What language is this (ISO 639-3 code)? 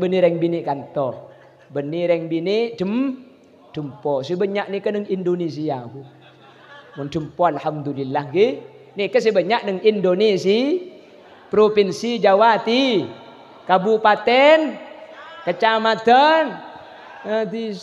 mad